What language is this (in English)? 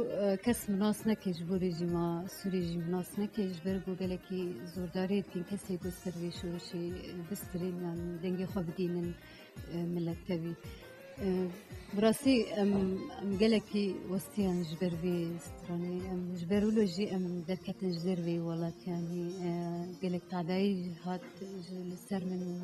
Kurdish